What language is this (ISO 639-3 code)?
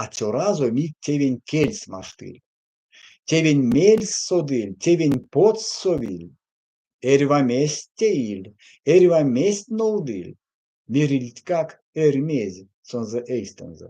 myv